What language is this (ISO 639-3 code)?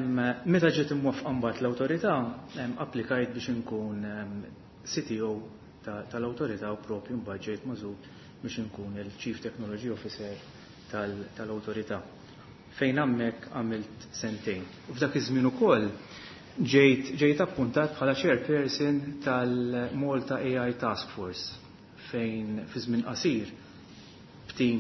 mlt